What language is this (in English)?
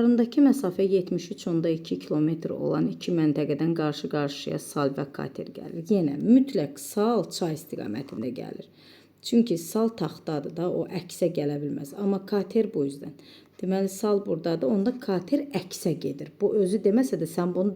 Azerbaijani